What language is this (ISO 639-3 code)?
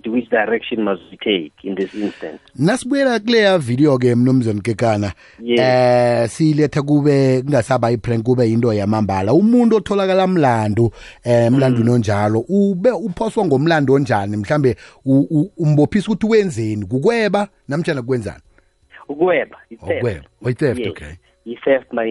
nbl